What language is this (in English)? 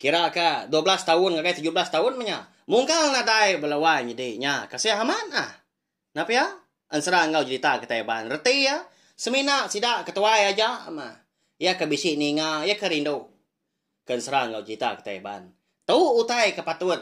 Iban